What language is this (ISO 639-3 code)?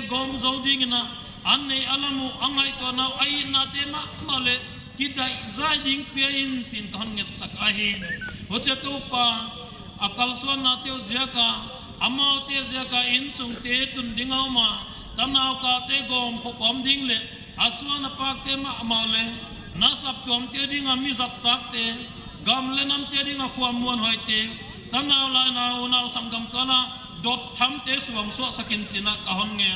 pck